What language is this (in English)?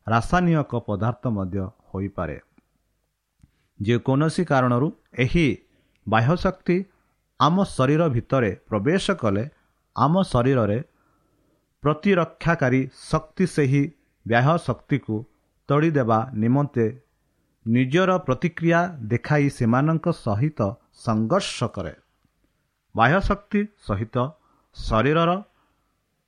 Odia